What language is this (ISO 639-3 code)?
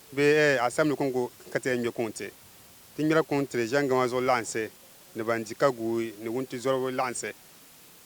dag